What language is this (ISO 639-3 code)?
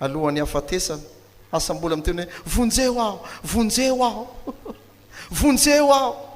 mlg